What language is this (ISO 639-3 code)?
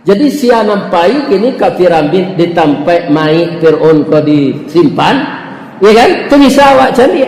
min